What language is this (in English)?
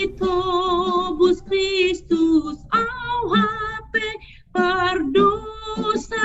Batak Simalungun